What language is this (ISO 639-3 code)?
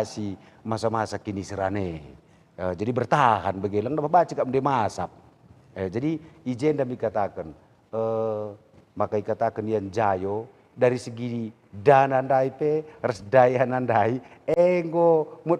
btx